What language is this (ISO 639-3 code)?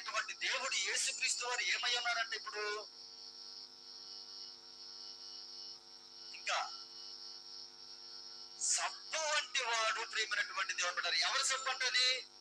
tel